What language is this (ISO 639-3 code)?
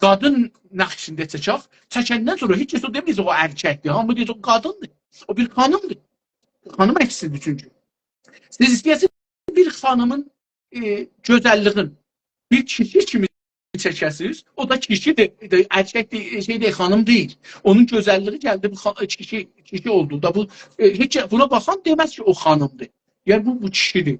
azb